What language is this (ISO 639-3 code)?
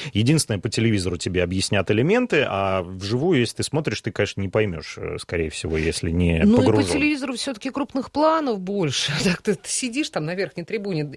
rus